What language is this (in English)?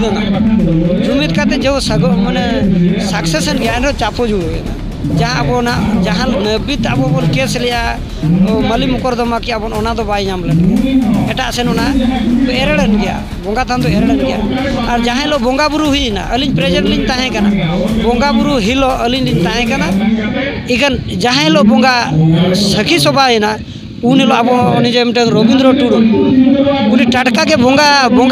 Santali